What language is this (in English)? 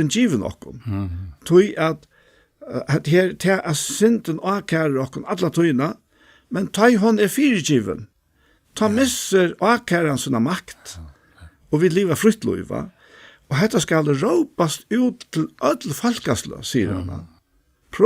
Faroese